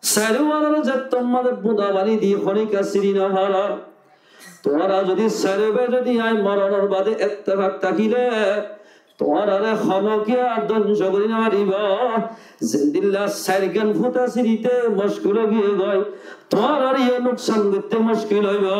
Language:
Rohingya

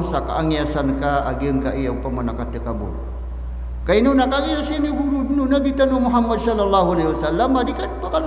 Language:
Maranao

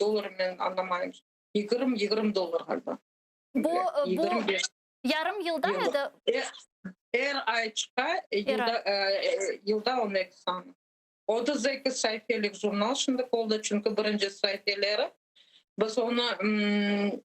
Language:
Crimean Tatar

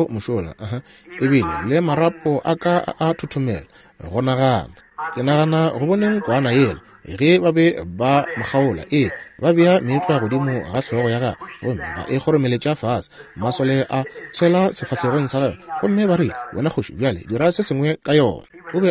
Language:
Northern Sotho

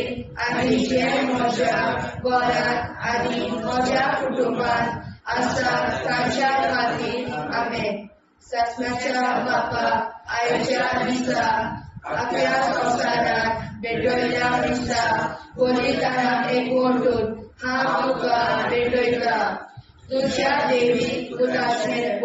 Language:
Konkani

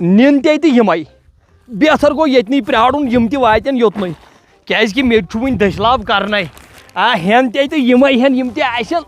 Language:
Kashmiri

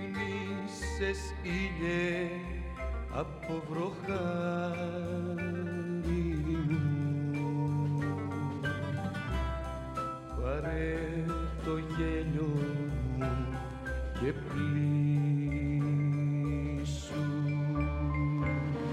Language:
Greek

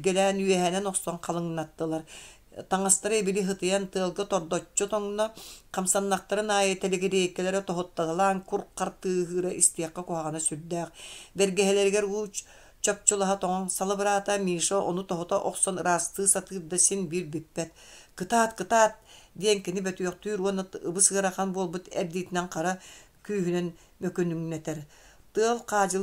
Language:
Yakut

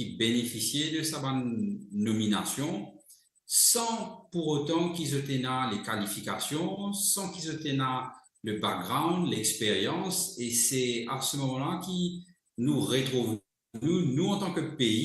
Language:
Morisyen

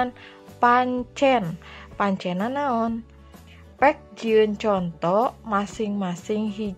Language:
Sundanese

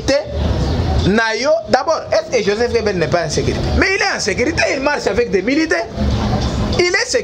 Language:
Lingala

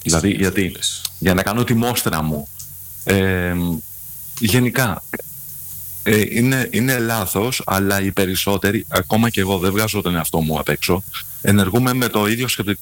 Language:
Greek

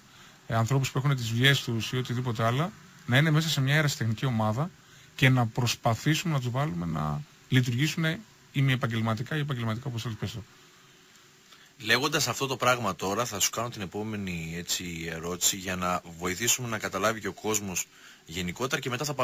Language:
Greek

